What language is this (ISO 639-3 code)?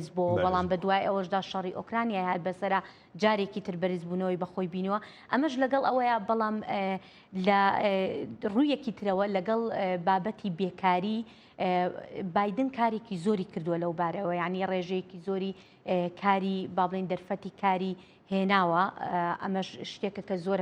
ckb